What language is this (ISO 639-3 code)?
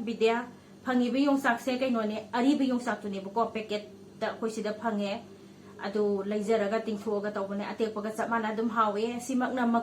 mni